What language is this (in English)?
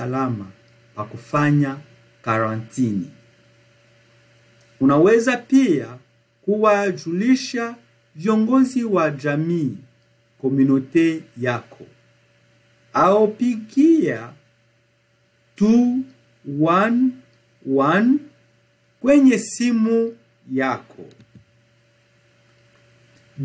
Swahili